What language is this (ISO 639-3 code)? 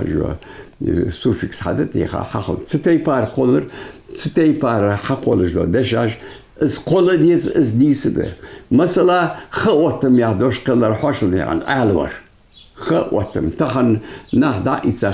inh